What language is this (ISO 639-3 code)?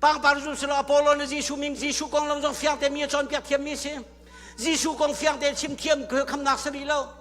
cnh